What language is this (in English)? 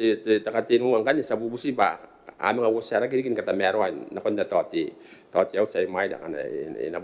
Gilbertese